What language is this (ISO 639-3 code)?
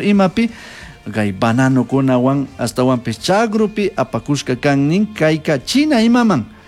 qug